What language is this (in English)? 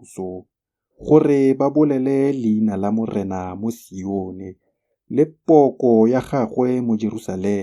Tswana